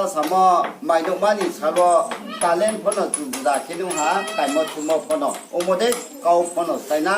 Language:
Riang (India)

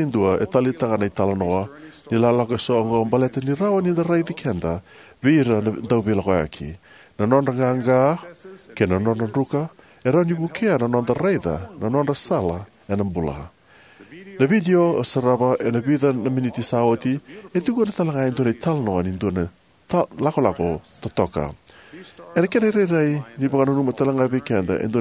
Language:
Fijian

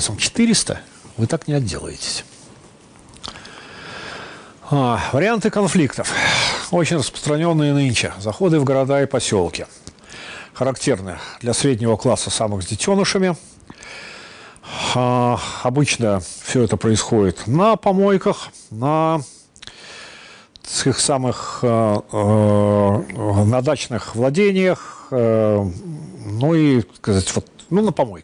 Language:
Russian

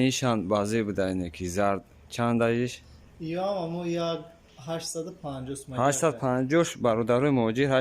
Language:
Tajik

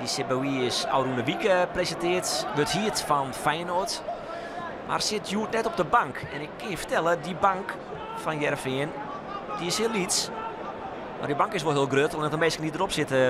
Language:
Western Frisian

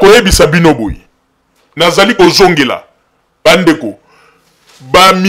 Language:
Lingala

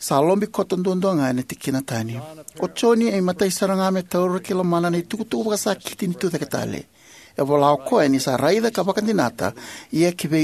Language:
Fijian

